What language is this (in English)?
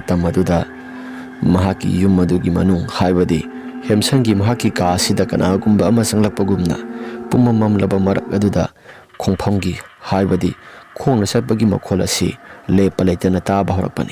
Manipuri